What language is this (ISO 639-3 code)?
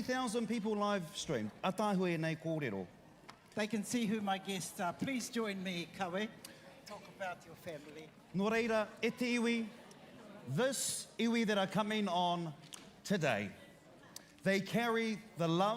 mri